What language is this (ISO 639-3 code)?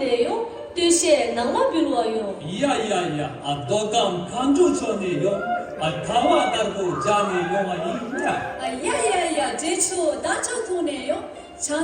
bod